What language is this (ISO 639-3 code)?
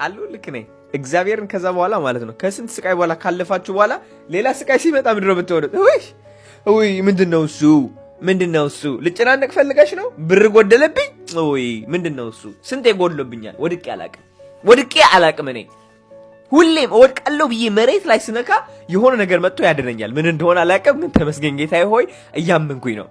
amh